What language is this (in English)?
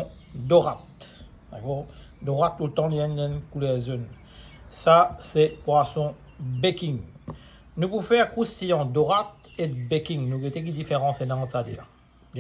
Morisyen